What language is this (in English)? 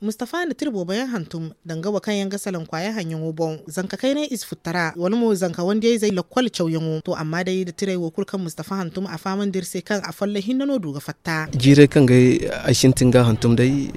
Zarma